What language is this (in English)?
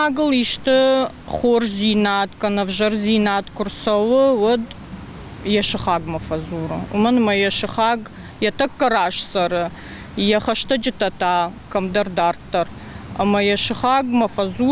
Ossetic